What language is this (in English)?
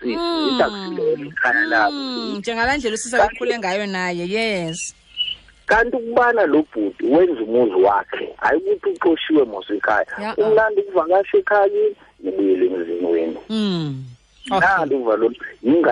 Xhosa